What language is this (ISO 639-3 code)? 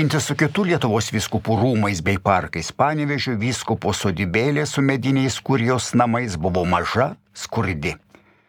lit